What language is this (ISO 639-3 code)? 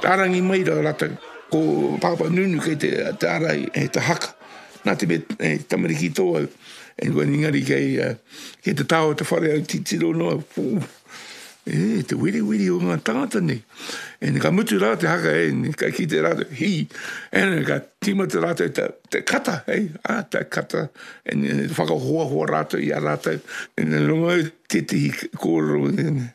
mri